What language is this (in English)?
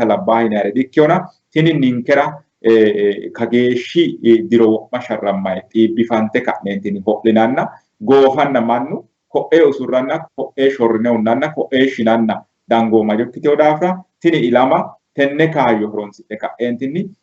Sidamo